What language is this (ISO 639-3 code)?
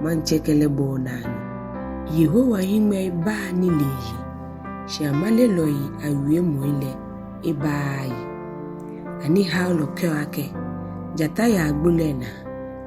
gaa